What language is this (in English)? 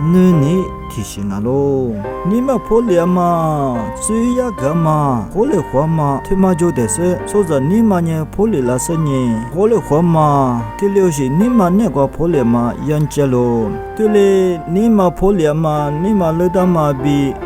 Lisu